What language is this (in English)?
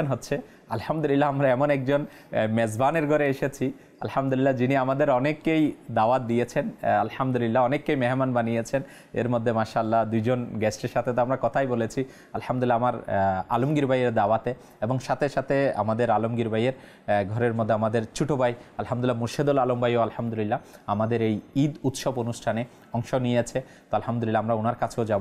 Bangla